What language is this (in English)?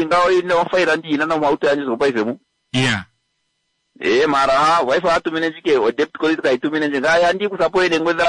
Kuanyama